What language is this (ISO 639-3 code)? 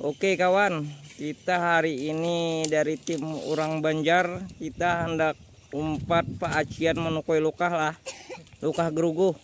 bjn